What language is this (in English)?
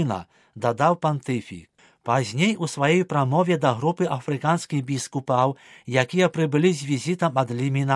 Belarusian